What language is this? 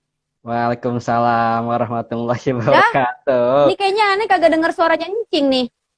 Betawi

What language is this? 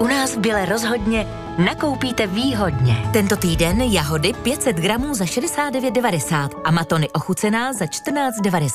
Czech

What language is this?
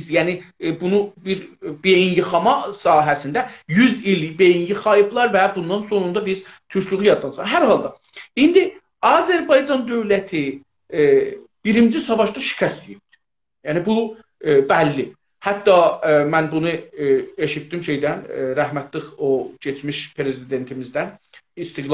South Azerbaijani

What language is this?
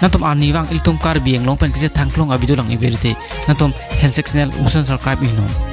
Karbi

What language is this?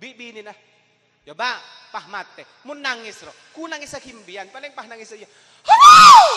Madurese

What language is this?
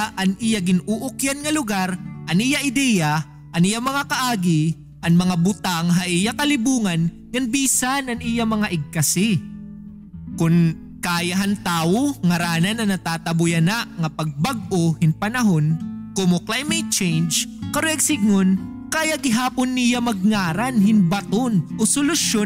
Waray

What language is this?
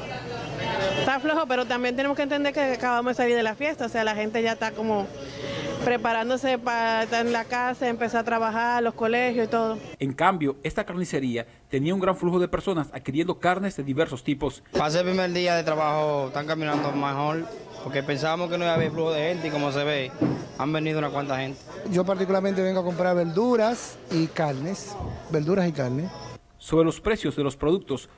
Spanish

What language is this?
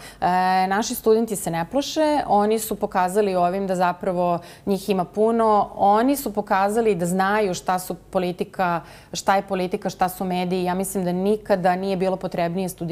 Bosnian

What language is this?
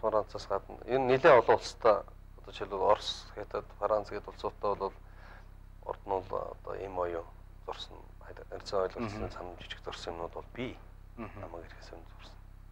Mongolian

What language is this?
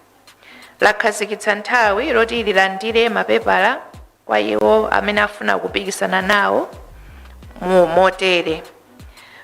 Nyanja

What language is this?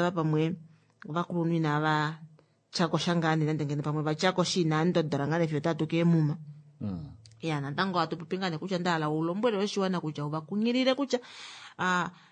Kuanyama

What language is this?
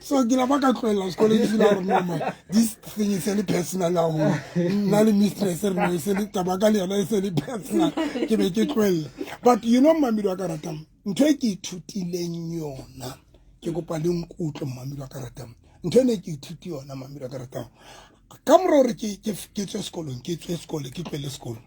Southern Sotho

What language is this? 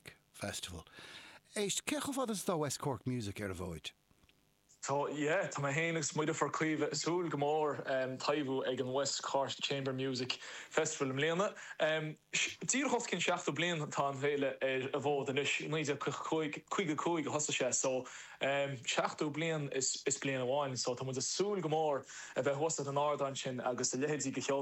Irish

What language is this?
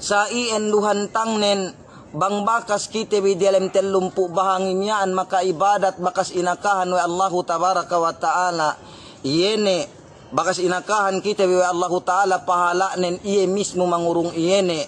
Yakan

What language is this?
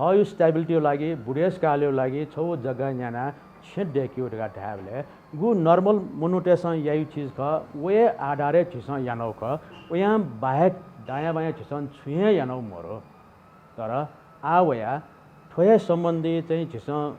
Newari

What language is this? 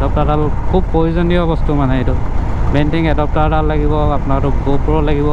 Assamese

